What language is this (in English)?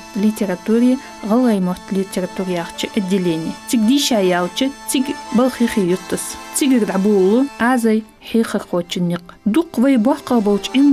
Ingush